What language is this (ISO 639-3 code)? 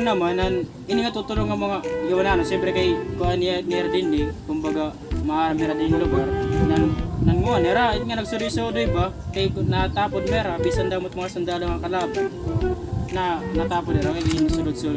war